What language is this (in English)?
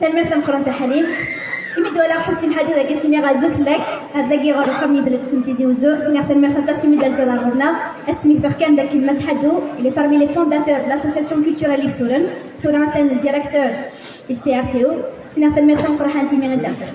Kabyle